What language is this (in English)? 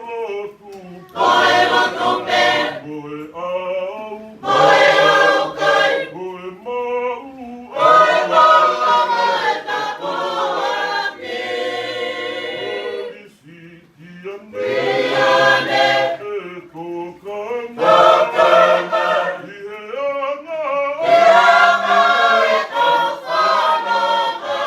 Tongan